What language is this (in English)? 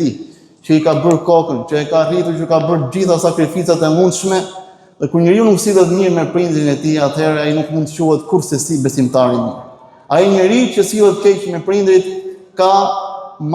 Albanian